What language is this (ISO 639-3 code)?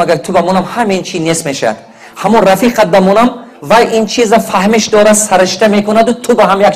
tgk